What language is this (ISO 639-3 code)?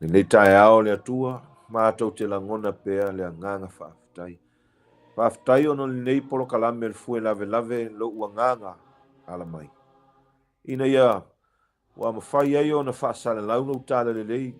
smo